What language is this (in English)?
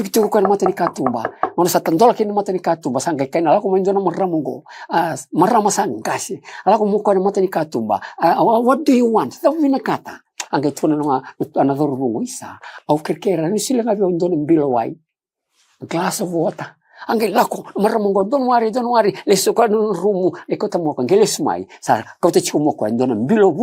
Fijian